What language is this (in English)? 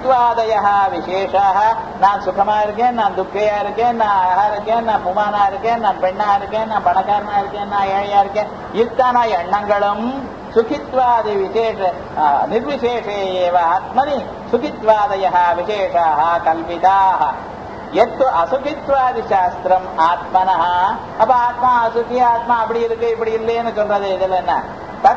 Tamil